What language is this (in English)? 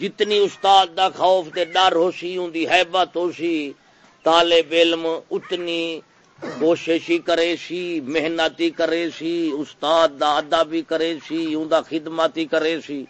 Saraiki